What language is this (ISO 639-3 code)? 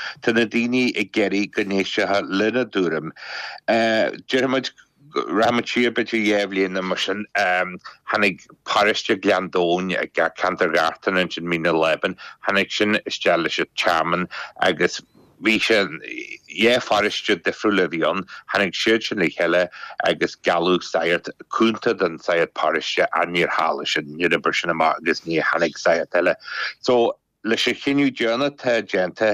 gle